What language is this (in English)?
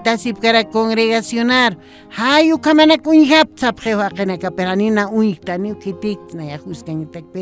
Aymara